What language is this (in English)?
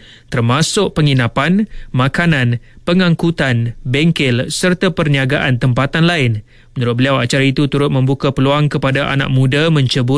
Malay